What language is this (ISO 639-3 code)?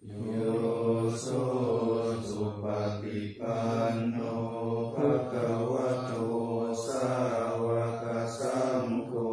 pli